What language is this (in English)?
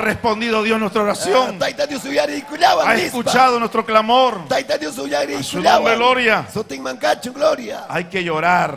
Ayacucho Quechua